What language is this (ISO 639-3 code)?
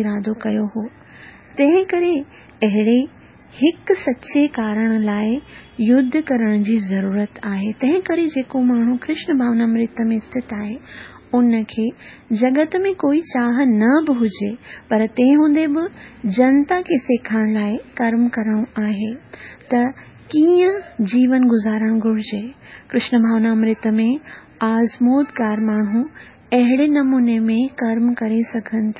snd